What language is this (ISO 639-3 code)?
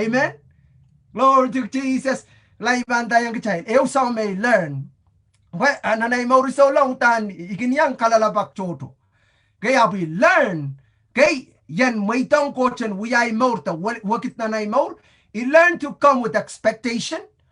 pon